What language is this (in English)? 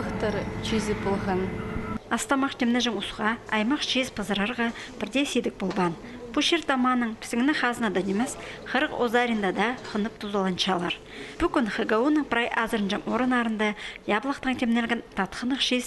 Khakas